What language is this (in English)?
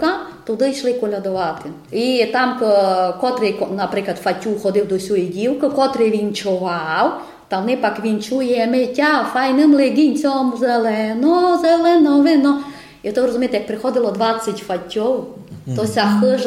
Rusyn